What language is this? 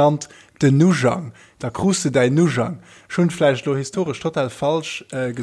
Luxembourgish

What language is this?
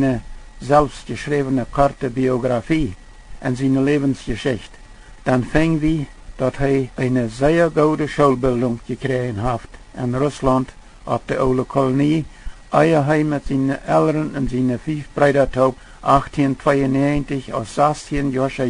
Plautdietsch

